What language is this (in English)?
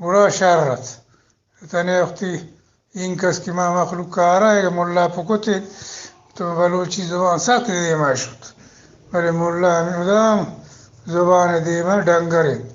Eastern Balochi